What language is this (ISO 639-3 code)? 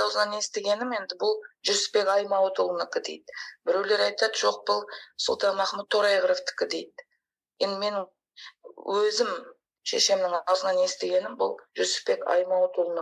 kaz